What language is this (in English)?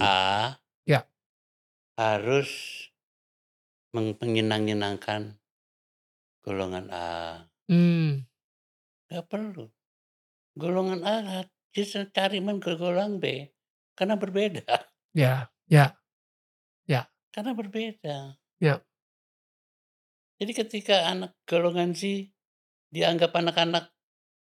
Indonesian